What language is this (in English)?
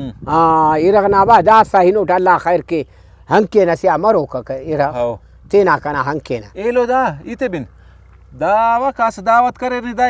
Brahui